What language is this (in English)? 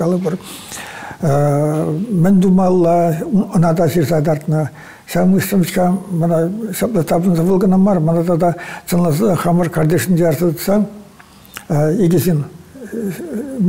Chuvash